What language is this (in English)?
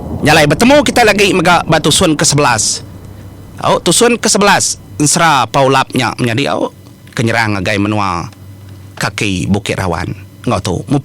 Iban